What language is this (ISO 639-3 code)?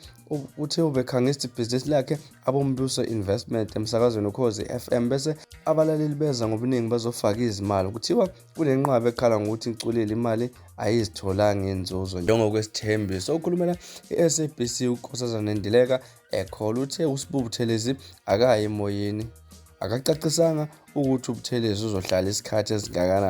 zul